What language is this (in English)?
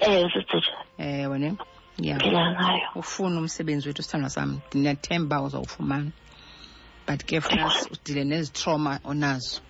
Xhosa